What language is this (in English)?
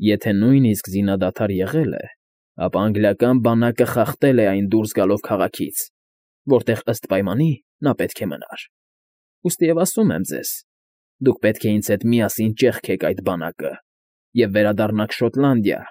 Armenian